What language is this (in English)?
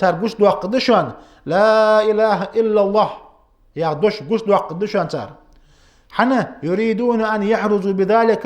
Ingush